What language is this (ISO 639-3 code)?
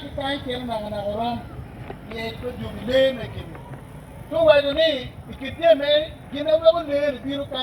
ach